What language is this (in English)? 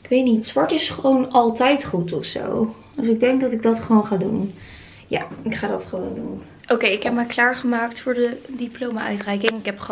Dutch